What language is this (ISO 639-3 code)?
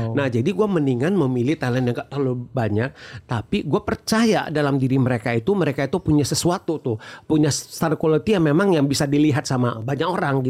ind